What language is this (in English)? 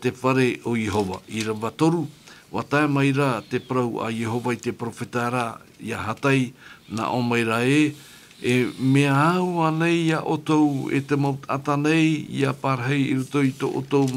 Tahitian